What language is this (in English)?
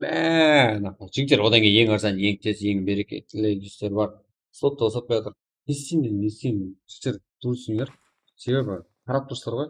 Kara-Kalpak